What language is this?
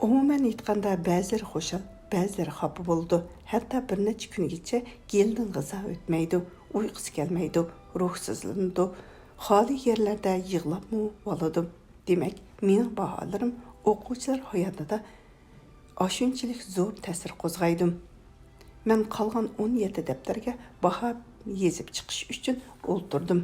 Uyghur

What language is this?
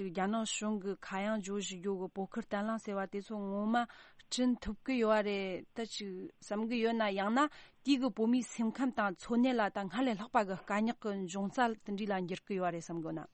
Tibetan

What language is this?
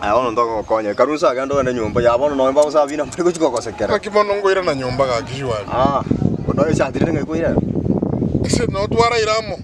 Gusii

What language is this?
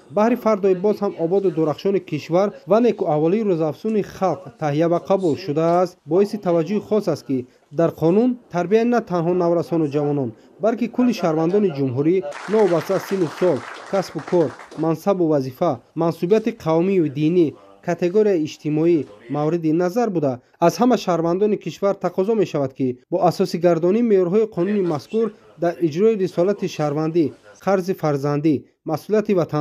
Tajik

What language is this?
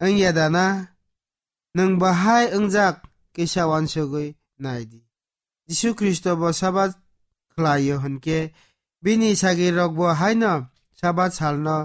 Kok Borok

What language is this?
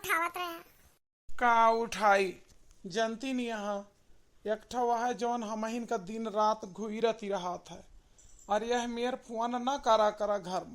Awadhi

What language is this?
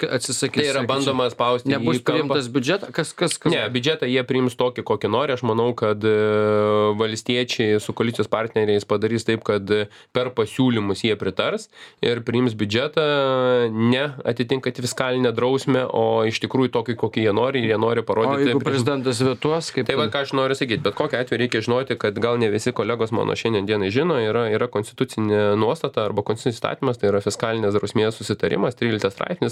Lithuanian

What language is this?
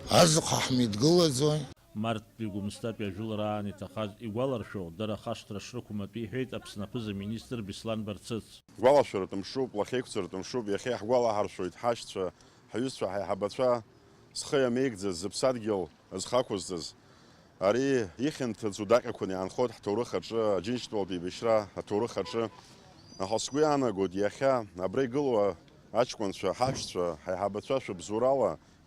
Abkhazian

